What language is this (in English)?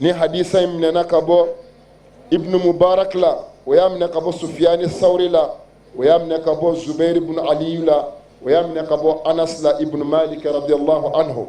Bambara